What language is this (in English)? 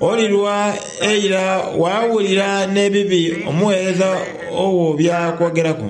Soga